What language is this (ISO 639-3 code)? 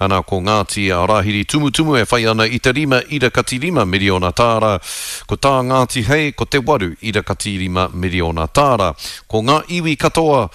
mri